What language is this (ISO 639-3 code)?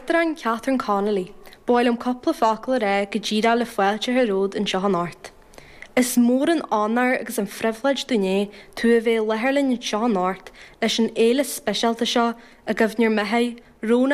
gle